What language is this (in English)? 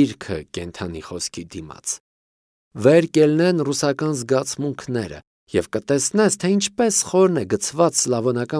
Armenian